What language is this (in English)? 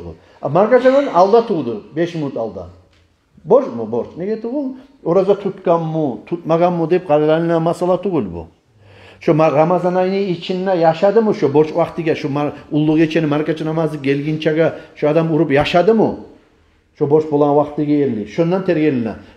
Kumyk